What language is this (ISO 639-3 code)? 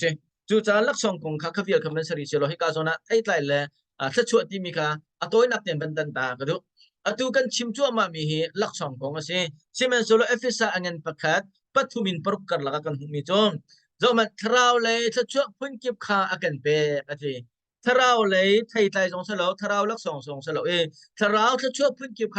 cnh